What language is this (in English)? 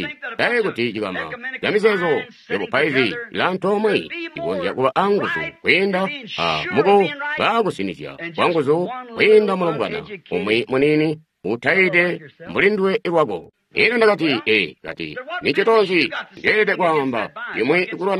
Tonga (Zambia)